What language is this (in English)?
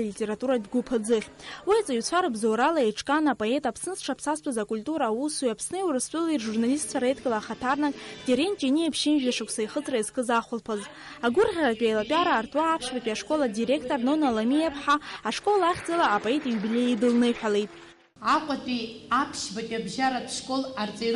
Abkhazian